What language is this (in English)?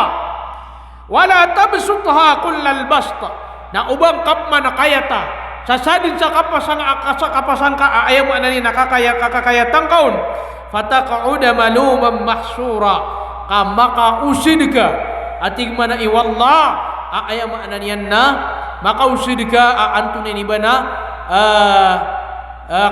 Maranao